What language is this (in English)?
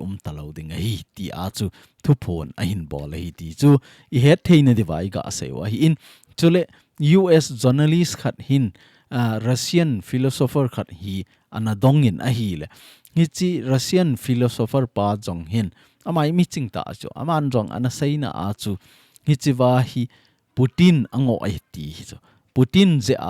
Thado Chin